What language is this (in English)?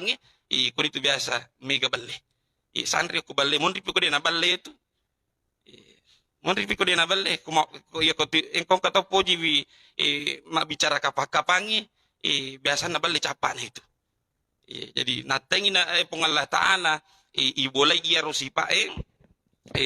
Buginese